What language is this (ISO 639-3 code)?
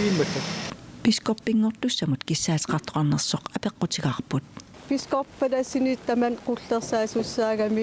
kal